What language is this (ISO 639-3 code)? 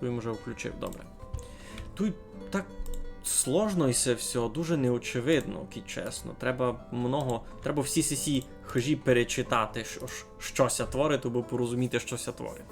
rue